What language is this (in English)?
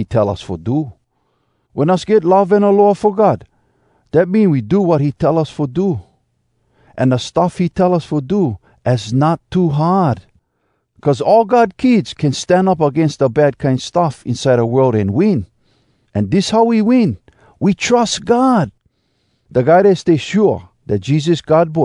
Hawai'i Creole English